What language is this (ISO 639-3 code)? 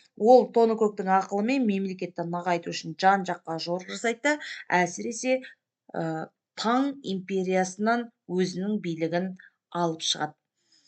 kaz